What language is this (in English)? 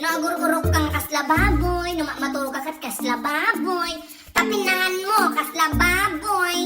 Iloko